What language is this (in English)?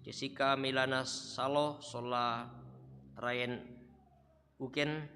Toraja-Sa'dan